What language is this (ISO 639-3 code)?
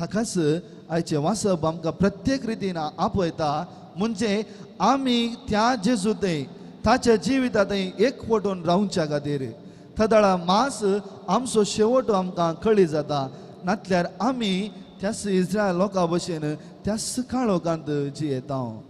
kok